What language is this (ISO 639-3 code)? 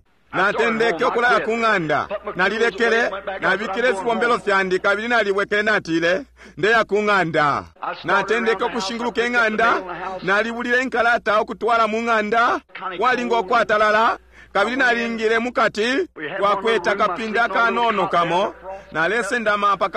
bem